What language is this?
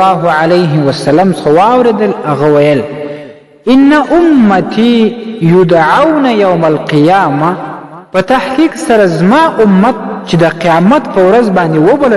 Pashto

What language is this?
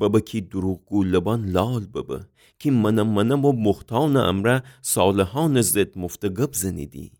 Gilaki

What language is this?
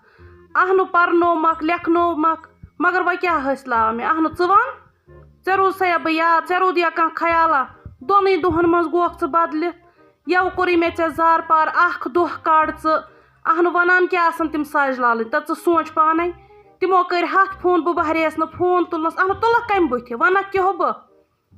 Kashmiri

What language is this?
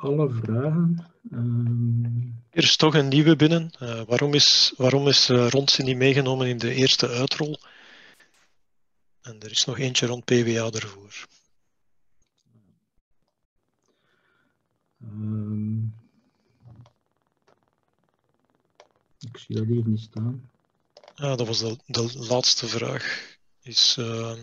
Dutch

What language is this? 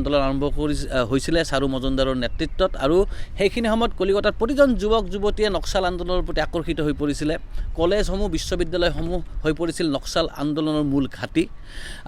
Assamese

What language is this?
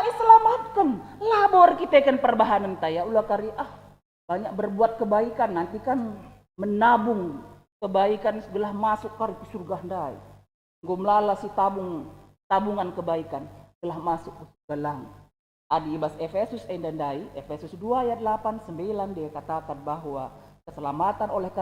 Batak Karo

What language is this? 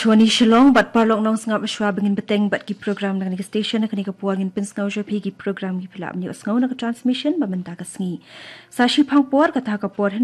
Khasi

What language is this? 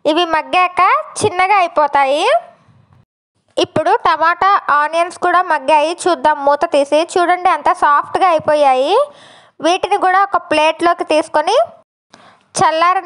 Telugu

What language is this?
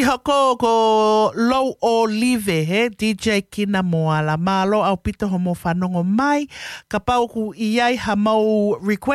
Tongan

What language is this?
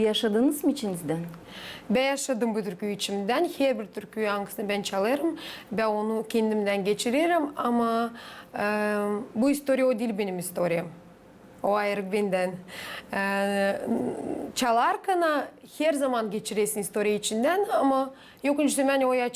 Gagauz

